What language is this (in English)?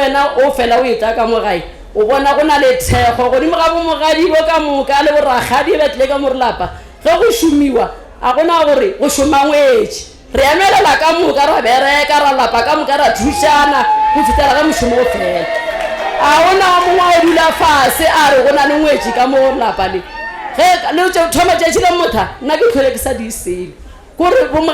Northern Sotho